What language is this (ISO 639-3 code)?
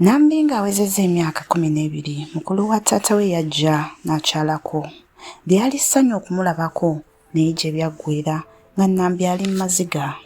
lug